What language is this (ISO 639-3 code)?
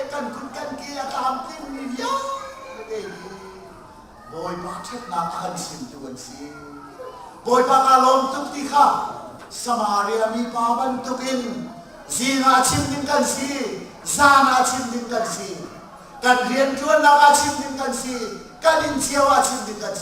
cnh